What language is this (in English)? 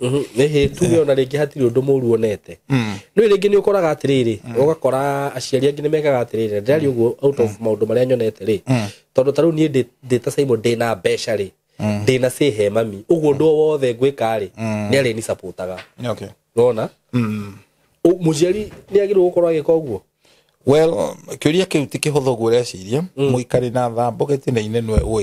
Kikuyu